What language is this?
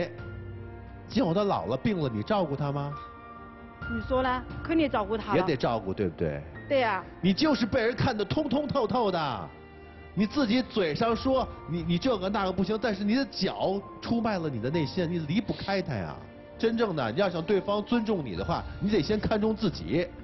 Chinese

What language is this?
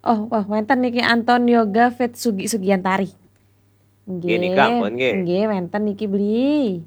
Balinese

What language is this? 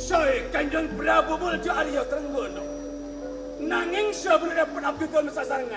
Madurese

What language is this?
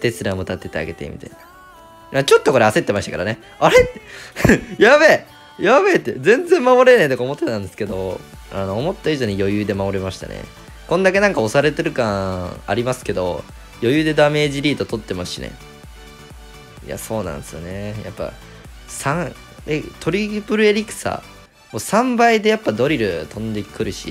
Japanese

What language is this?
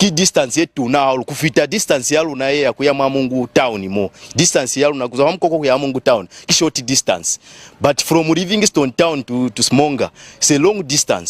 Lozi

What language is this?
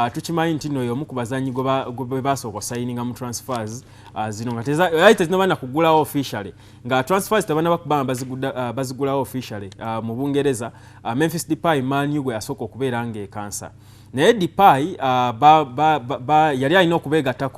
Ganda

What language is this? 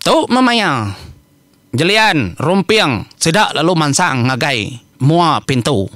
Iban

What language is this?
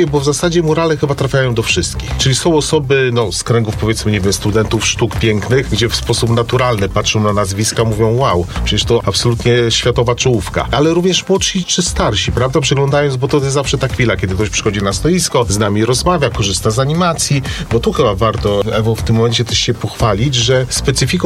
Polish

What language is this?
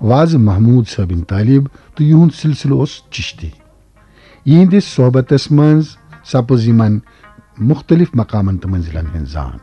Kashmiri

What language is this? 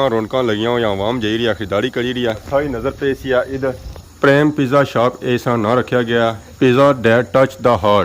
Pahari-Potwari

